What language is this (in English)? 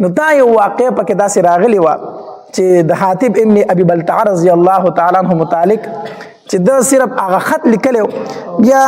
Pashto